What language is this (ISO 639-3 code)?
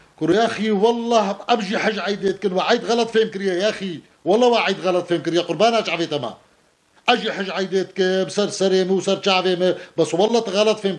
kur